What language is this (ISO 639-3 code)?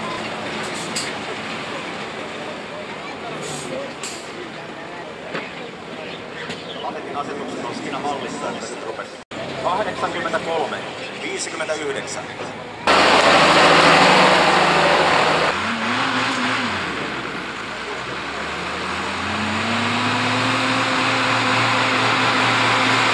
fin